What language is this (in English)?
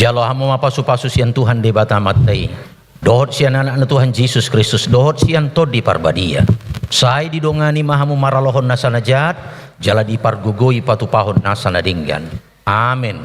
Batak Toba